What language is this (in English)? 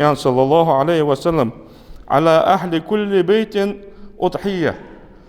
Ingush